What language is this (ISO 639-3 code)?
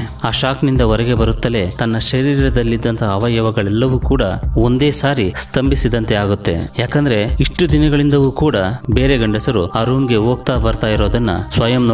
kan